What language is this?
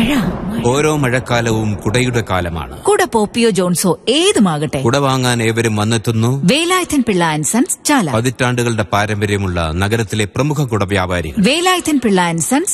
Malayalam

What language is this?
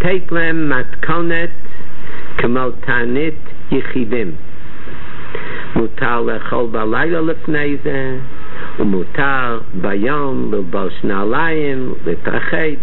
Hebrew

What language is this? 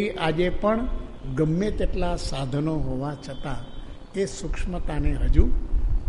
Gujarati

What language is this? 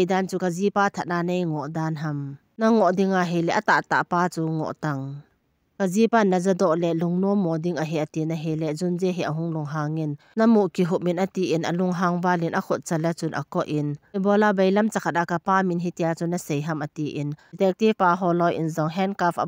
Thado Chin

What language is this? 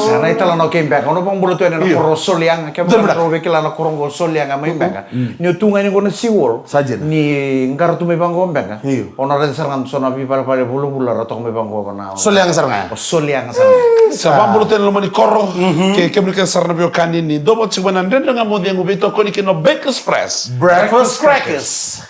Fijian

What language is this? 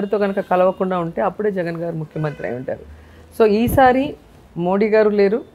Telugu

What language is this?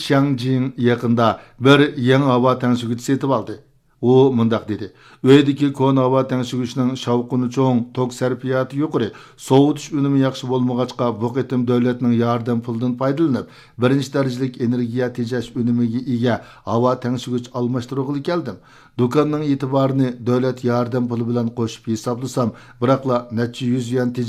Uyghur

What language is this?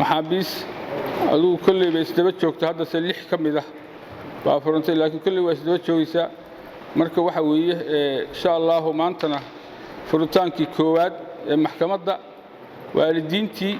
Somali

